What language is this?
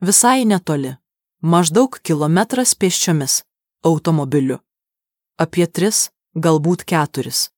Lithuanian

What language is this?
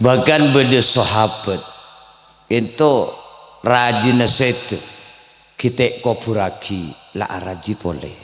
Madurese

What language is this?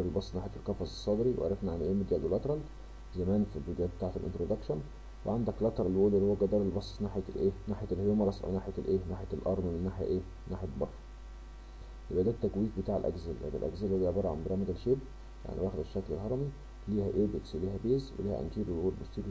Egyptian Arabic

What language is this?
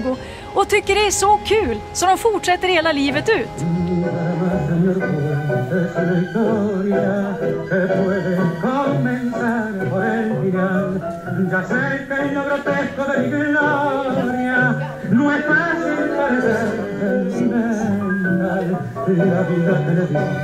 Swedish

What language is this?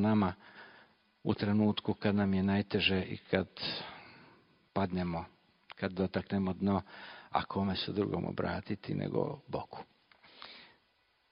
Croatian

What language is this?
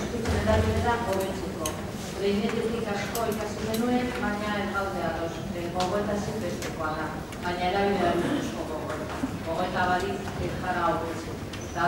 Basque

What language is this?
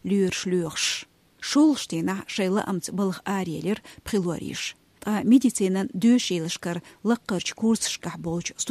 Chechen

